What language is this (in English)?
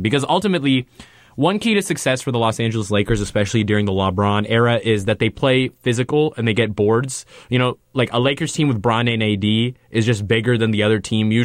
English